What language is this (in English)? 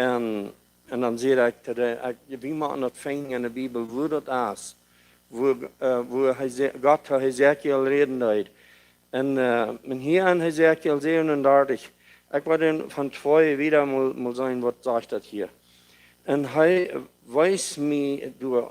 Plautdietsch